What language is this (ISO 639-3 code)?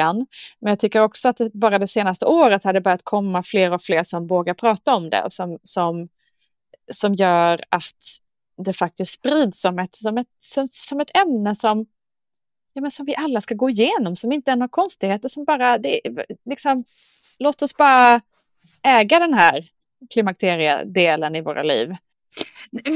swe